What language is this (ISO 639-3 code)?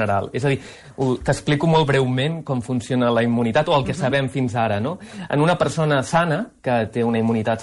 cat